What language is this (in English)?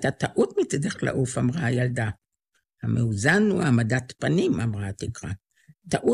Hebrew